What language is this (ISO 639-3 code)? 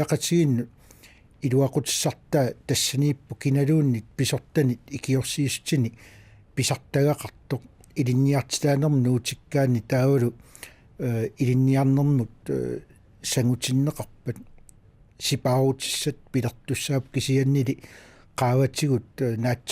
kal